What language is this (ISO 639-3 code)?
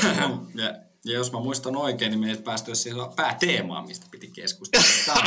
fin